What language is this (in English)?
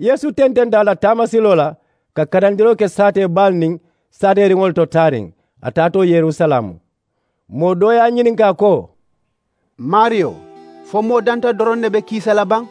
Mandingo